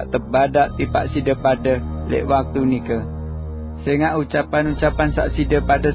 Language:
Sasak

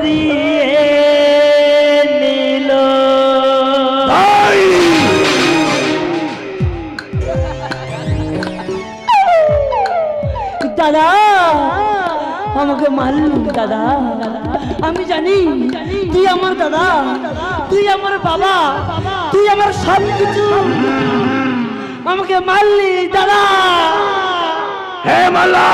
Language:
Bangla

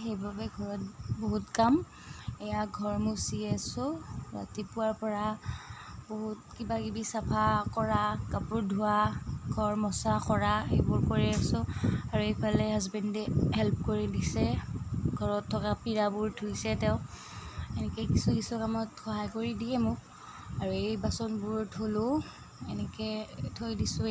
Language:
Assamese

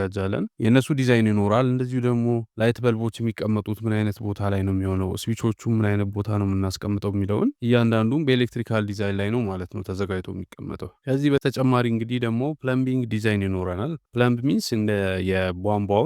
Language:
Amharic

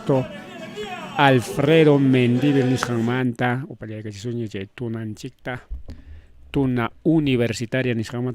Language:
Ayacucho Quechua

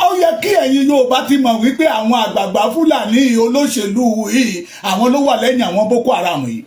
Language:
Yoruba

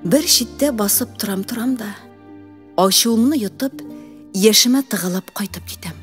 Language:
Tatar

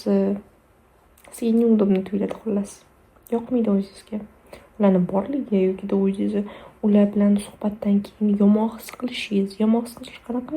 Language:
Uzbek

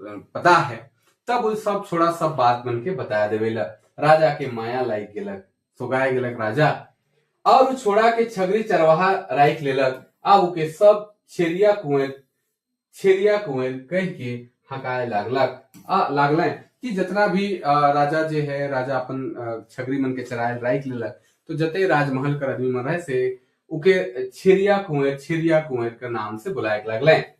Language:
Sadri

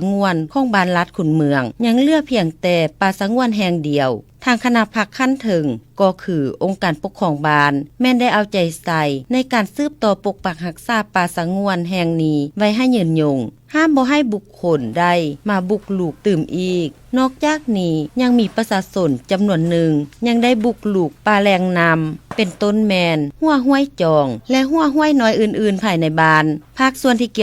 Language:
Lao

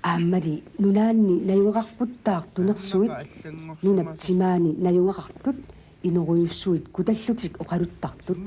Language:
Kalaallisut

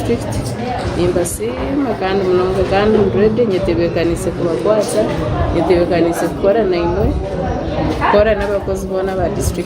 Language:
Nyankole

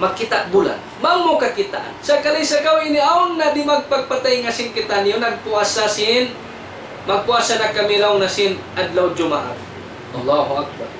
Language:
Tausug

